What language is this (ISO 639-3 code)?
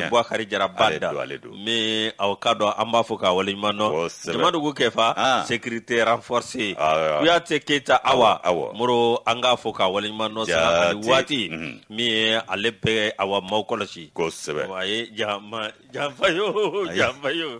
bam